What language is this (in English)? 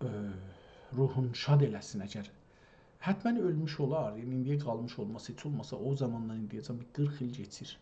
South Azerbaijani